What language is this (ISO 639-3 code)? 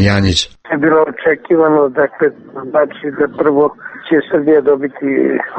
srp